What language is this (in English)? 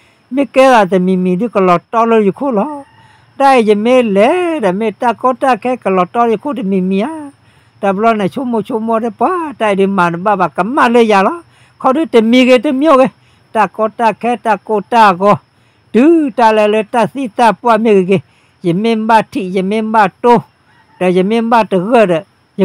S'gaw Karen